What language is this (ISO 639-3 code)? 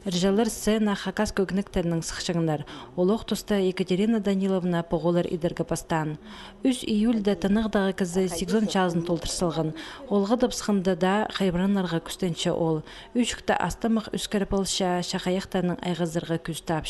kjh